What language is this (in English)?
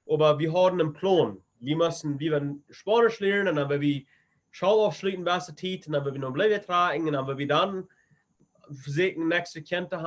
Plautdietsch